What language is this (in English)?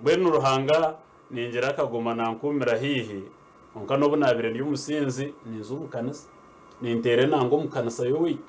Nyankole